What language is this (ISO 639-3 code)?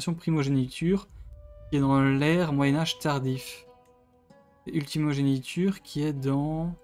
fra